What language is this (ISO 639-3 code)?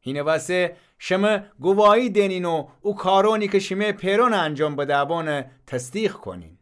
glk